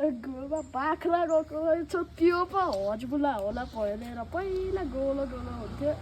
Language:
Nepali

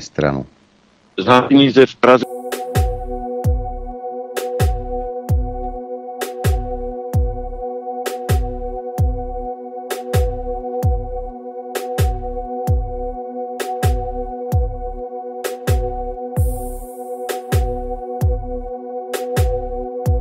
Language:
Slovak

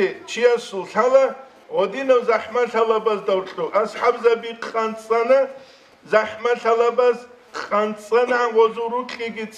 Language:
Avaric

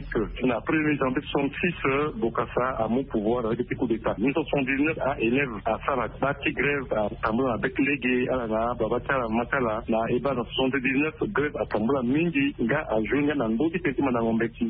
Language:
Sango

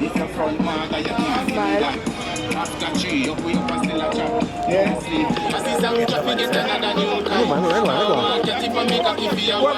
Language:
Jamaican Creole English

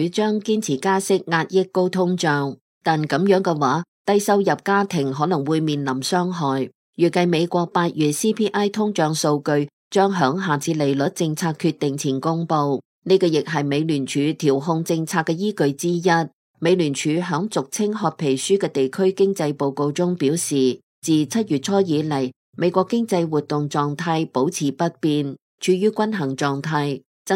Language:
Cantonese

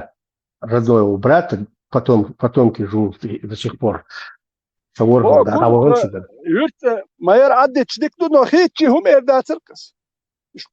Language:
Chechen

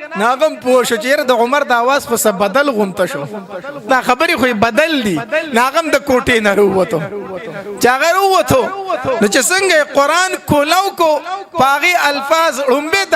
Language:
Pashto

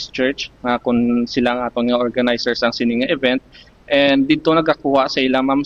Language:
Hiligaynon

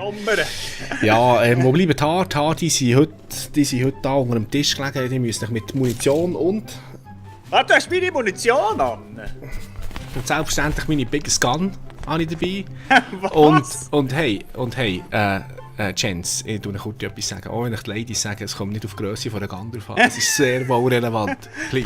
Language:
Swiss German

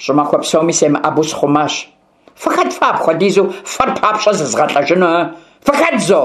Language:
Kabardian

